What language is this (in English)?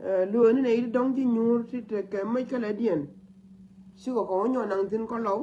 Nuer